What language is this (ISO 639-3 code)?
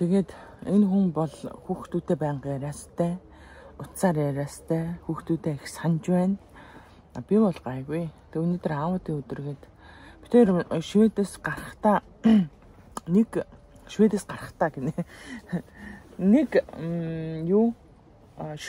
mon